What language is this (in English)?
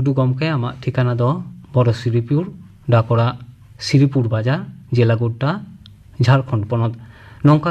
Santali